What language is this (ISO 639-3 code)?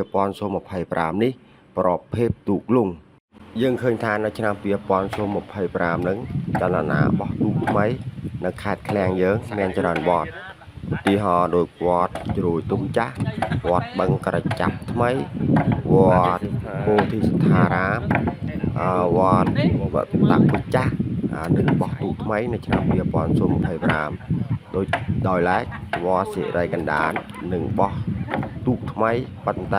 khm